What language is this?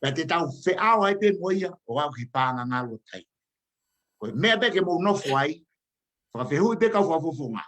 Tongan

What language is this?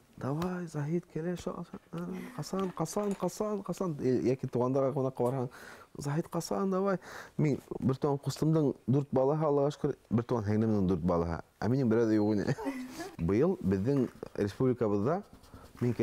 Bashkir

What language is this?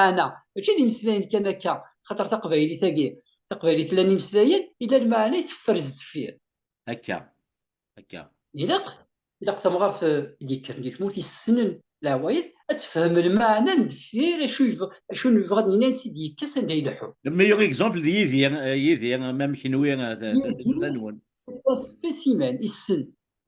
Kabyle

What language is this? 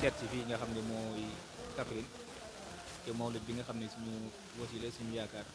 Wolof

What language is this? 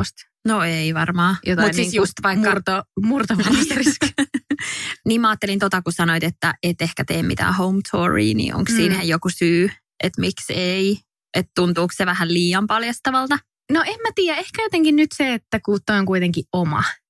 Finnish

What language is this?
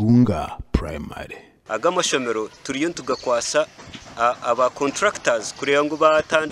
Nyankole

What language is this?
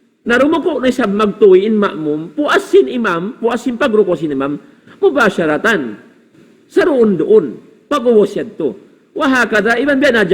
Tausug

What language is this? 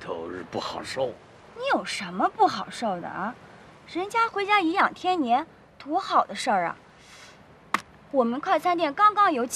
Chinese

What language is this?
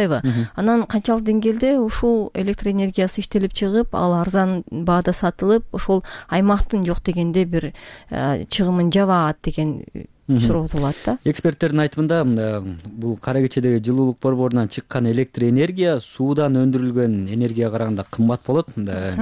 Kyrgyz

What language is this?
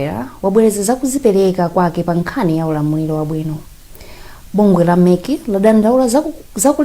Nyanja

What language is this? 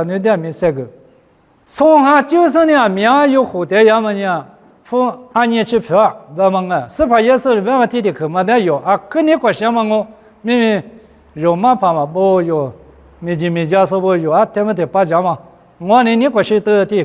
Lisu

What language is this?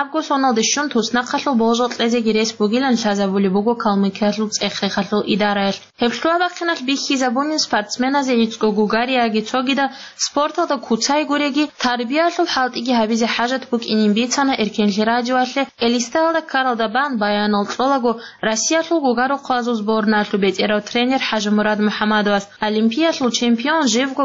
Avaric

